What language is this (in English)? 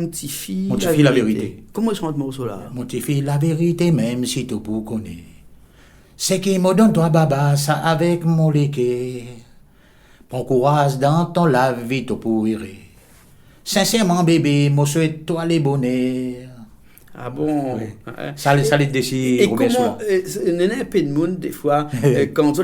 Réunion Creole French